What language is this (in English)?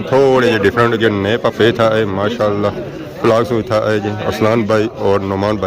Pahari-Potwari